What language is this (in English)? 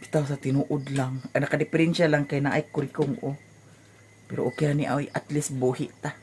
Cebuano